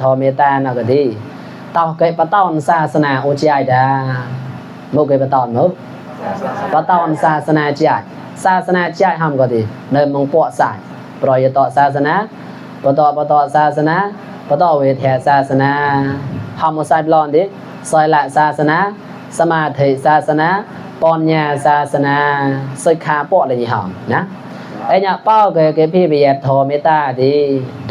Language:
Mon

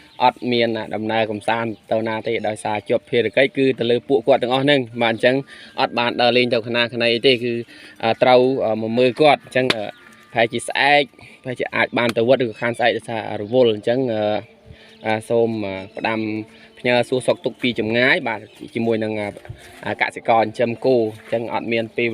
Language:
Khmer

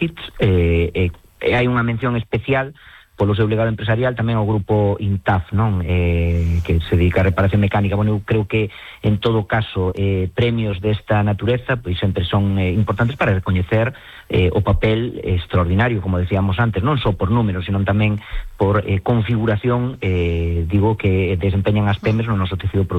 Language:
Galician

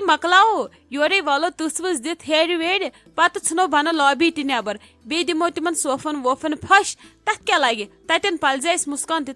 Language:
Kashmiri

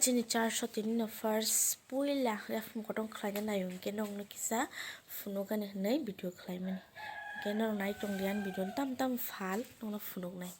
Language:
Kok Borok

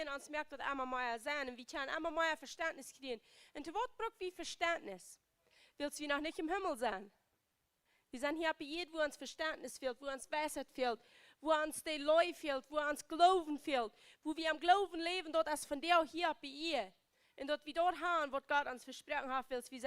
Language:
Plautdietsch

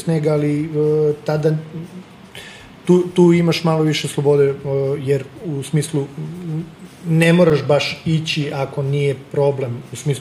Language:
Serbian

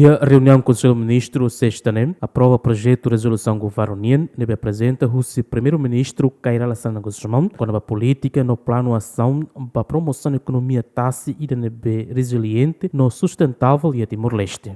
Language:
Tetum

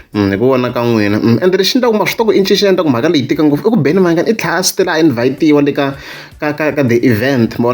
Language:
Tsonga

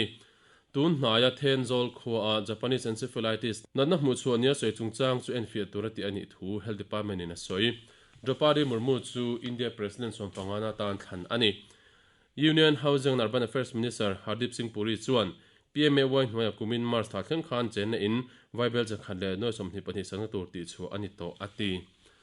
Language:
Mizo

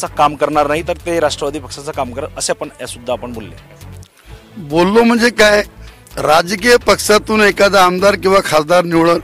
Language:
Marathi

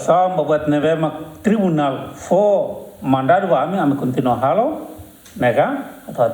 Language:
Tetum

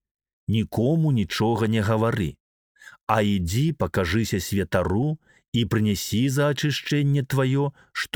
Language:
Belarusian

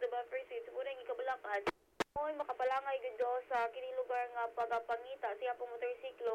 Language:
Cebuano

